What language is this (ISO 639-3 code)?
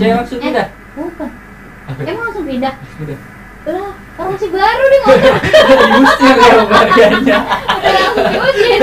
bew